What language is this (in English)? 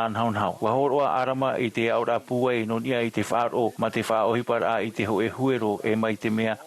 Tahitian